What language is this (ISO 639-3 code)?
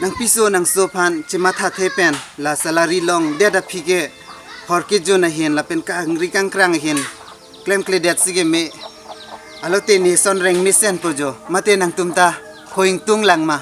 mjw